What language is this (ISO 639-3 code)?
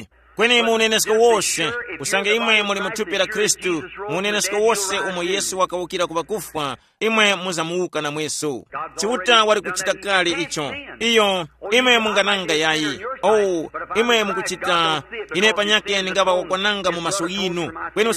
tum